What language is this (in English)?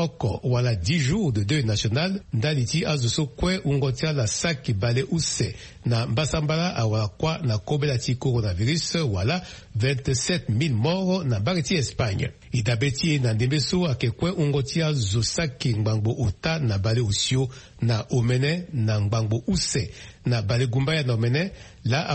Sango